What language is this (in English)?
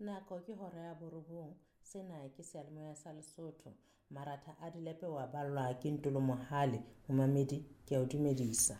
Southern Sotho